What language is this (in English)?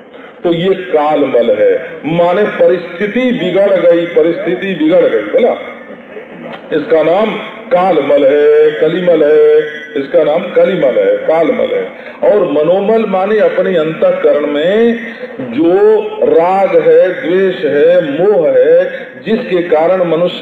Hindi